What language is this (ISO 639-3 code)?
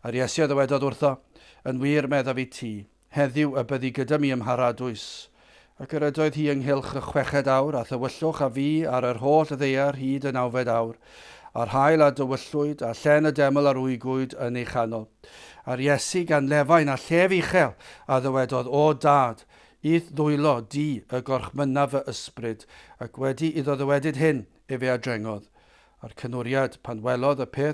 cym